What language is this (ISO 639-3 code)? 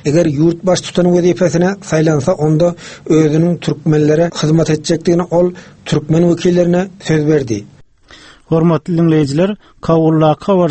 tuk